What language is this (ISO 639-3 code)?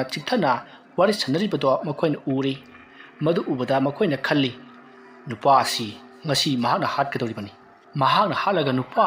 mni